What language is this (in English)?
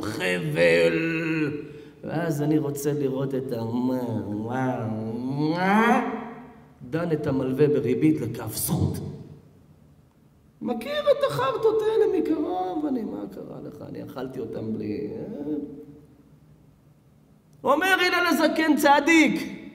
Hebrew